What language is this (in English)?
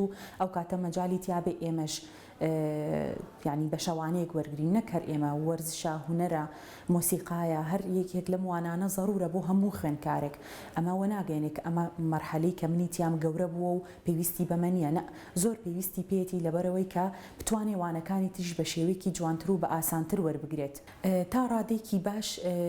Central Kurdish